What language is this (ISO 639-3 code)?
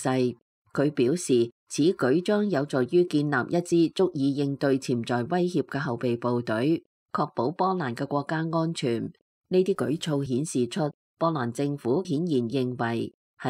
yue